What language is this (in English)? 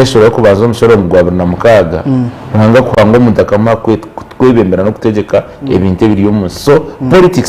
Nyankole